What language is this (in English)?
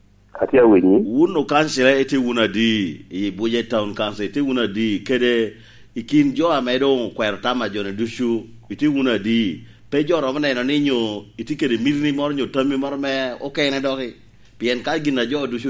Lango (Uganda)